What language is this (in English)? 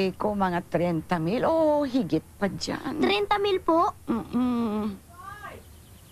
Filipino